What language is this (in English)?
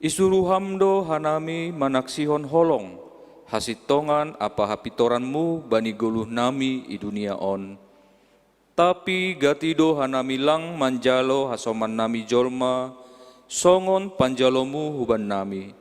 Batak Simalungun